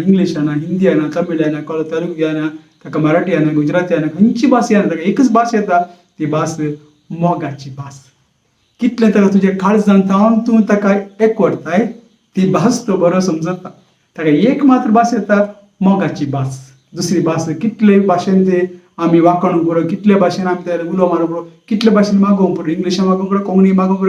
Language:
Konkani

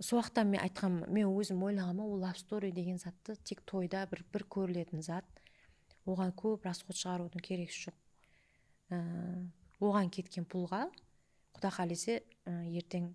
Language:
Kara-Kalpak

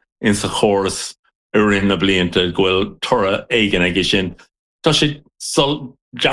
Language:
Irish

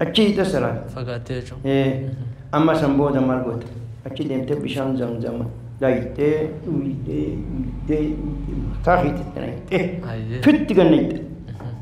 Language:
Oromo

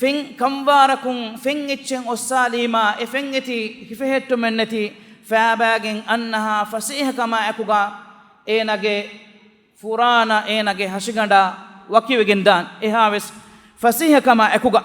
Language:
Divehi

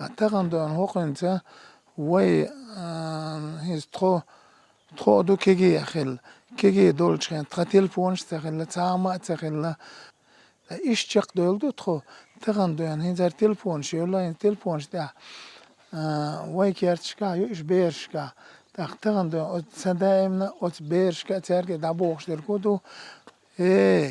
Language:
Chechen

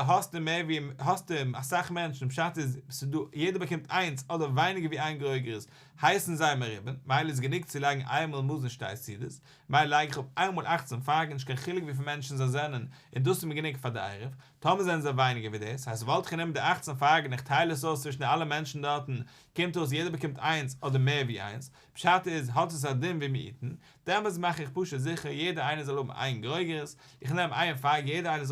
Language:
Yiddish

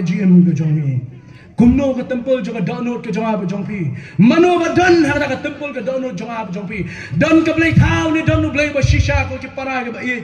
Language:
Khasi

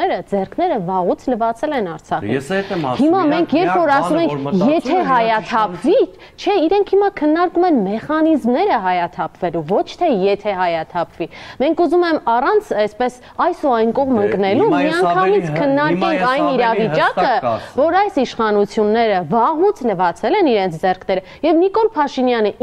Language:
Armenian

